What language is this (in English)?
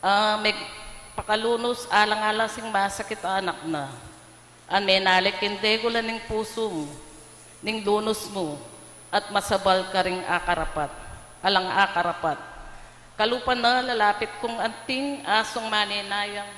Pampanga